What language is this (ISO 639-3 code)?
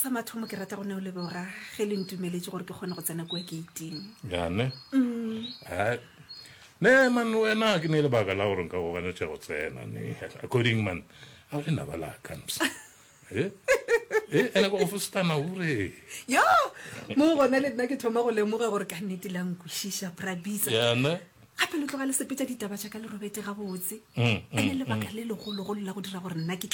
nso